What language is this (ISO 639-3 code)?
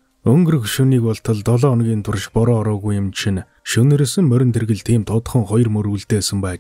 mon